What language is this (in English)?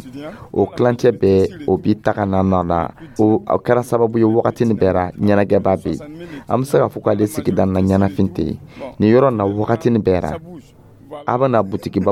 Dyula